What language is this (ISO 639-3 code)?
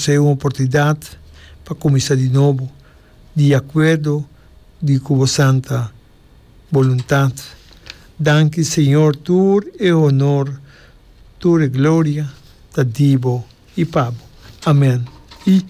pap